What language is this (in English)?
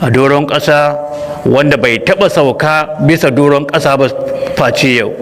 Hausa